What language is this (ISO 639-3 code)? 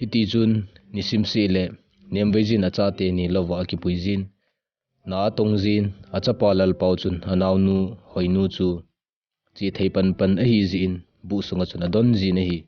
tcz